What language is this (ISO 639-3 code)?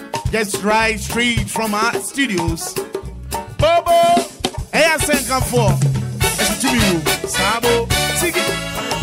eng